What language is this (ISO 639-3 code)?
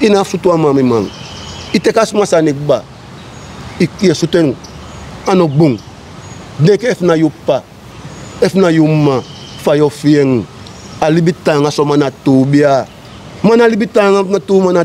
srn